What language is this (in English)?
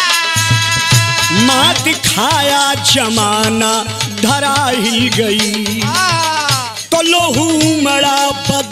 Bhojpuri